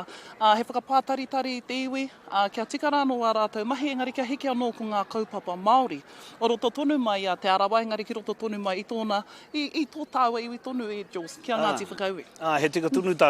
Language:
Māori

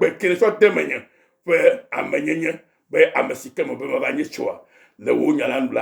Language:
Ewe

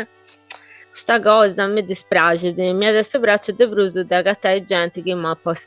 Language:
Sardinian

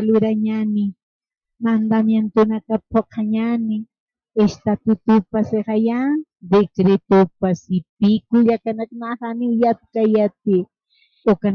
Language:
Aymara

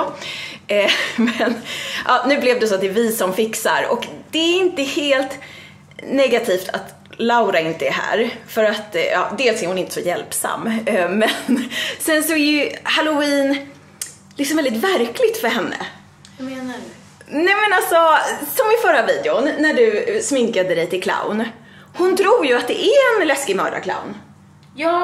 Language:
Swedish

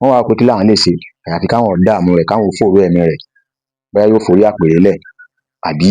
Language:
Yoruba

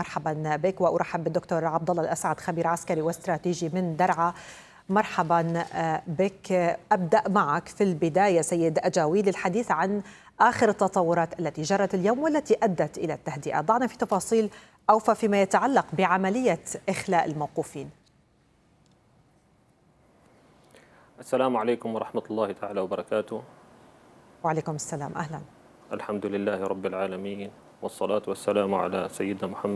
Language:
Arabic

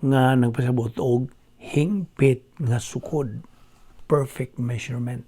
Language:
Cebuano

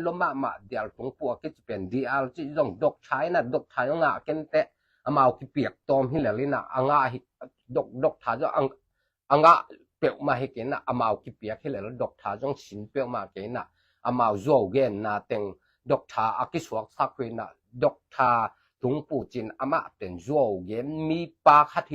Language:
Tedim Chin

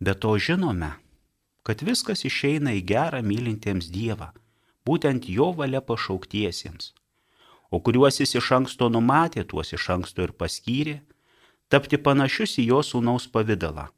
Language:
Lithuanian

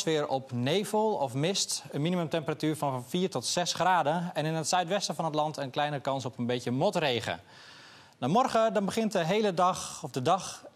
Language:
Dutch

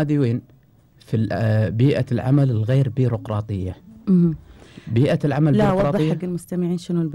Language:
Gulf Arabic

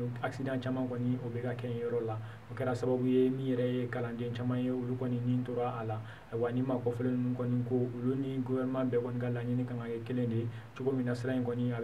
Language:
Bambara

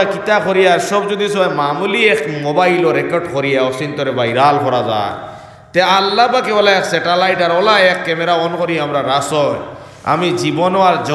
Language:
Sylheti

